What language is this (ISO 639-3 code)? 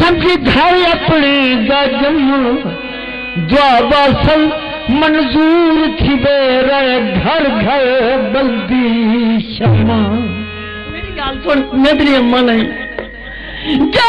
skr